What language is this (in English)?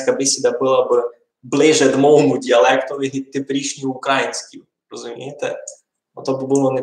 Rusyn